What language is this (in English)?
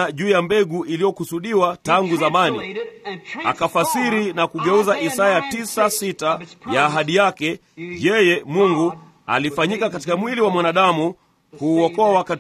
Swahili